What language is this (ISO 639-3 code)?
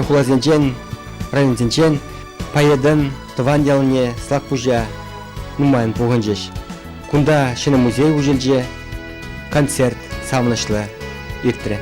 chv